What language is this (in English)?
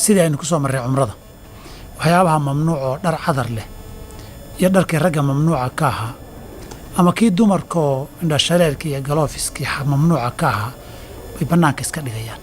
Somali